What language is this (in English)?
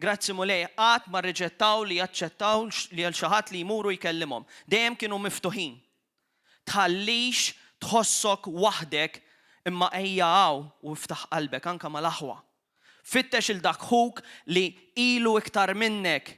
Maltese